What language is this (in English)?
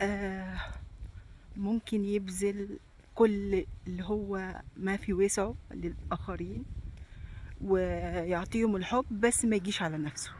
Egyptian Arabic